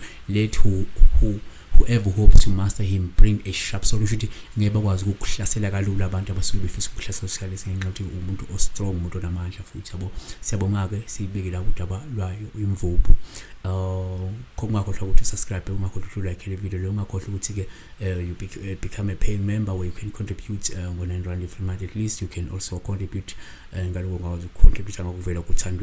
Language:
Zulu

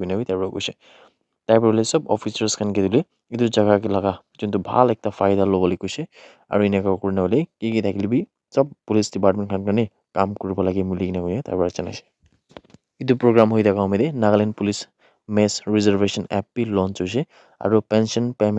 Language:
Naga Pidgin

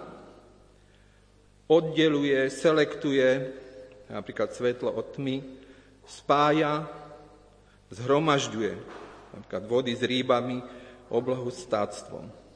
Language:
Slovak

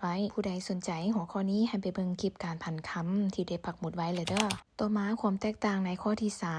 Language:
Lao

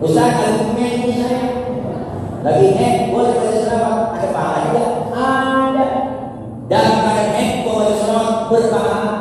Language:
Betawi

